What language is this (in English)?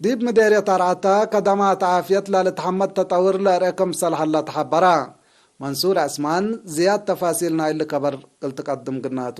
Tigre